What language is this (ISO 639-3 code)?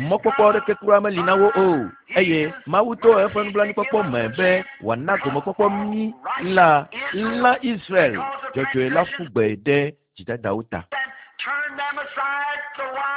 ewe